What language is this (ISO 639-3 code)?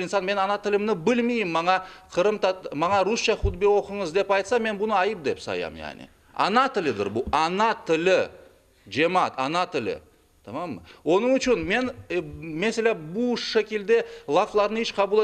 crh